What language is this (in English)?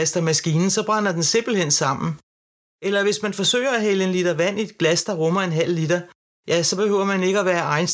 Danish